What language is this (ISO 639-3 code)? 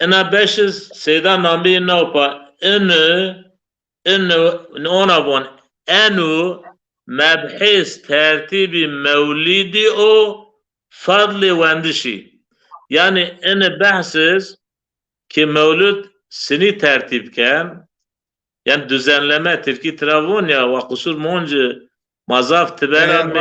zza